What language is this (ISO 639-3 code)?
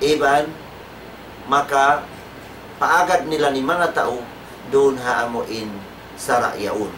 tsg